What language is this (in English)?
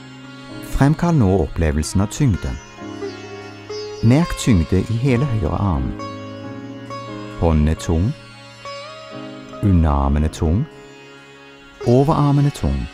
Norwegian